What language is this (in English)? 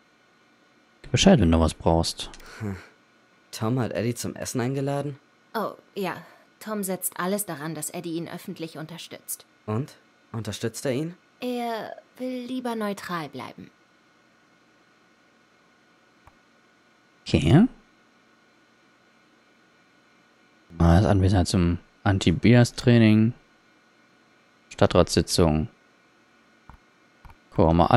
German